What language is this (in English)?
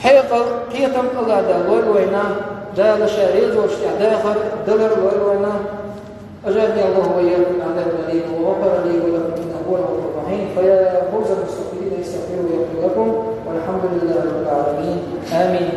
Chechen